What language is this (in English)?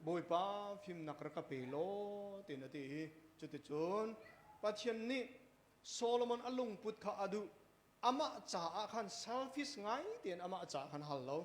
Hakha Chin